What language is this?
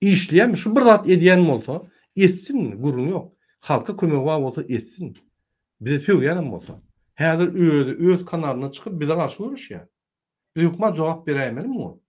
Turkmen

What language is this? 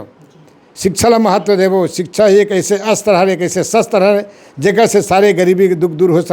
Chhattisgarhi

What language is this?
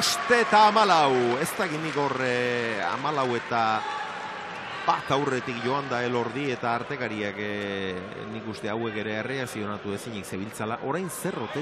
Basque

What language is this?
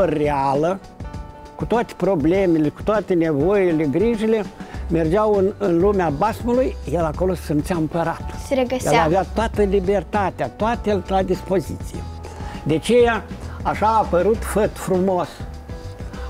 Romanian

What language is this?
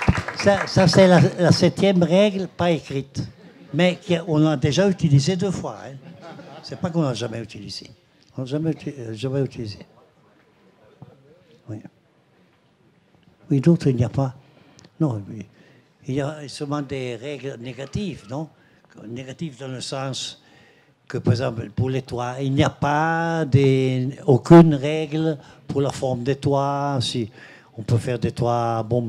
French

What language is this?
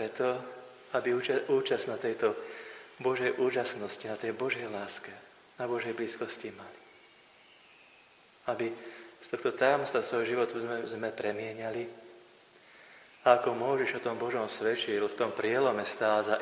Slovak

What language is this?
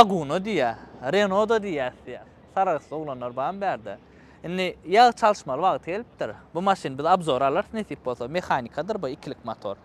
Turkmen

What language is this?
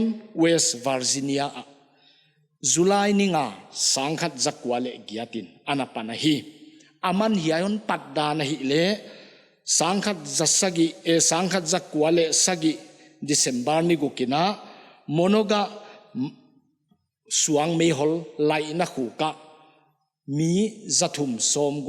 Paite Chin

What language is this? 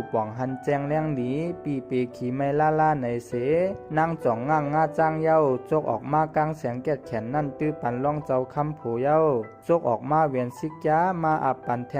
Shan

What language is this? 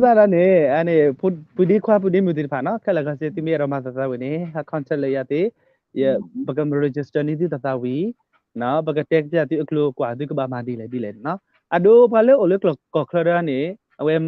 S'gaw Karen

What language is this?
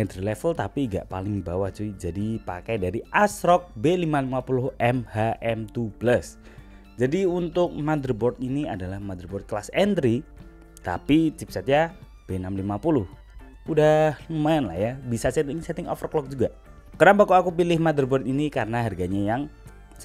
Indonesian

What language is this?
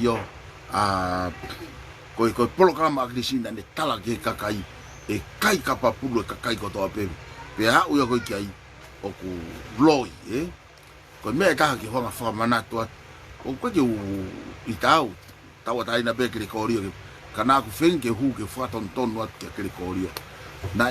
Tongan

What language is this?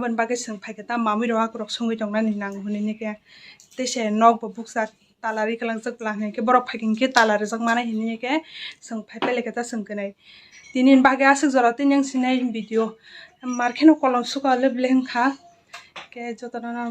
Kok Borok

